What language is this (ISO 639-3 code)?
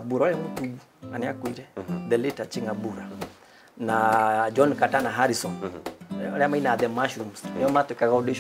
kik